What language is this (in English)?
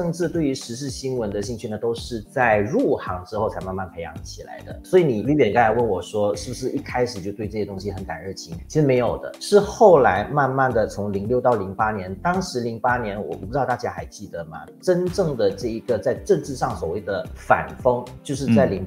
Chinese